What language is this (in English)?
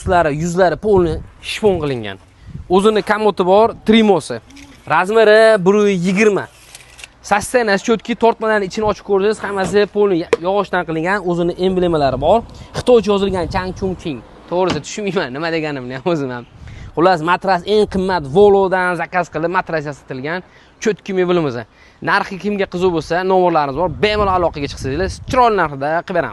Uzbek